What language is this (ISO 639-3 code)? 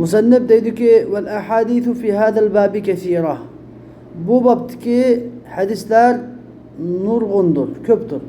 uig